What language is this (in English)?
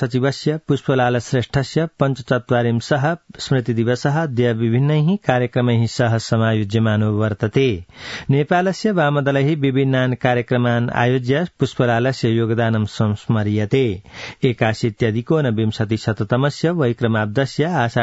Sanskrit